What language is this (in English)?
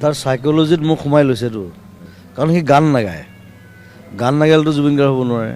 Assamese